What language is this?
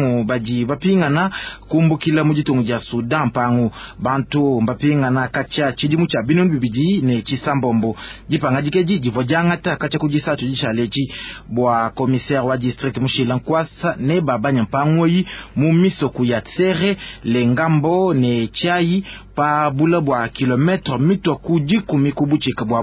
Luba-Lulua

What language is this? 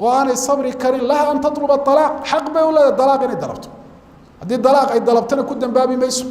Somali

